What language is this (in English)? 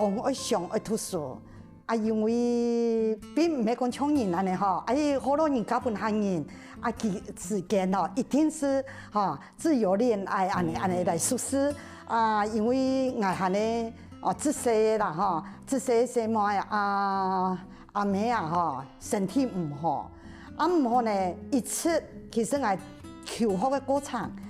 Hakka Chinese